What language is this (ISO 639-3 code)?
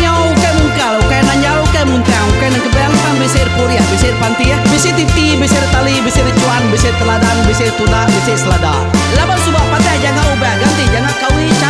iba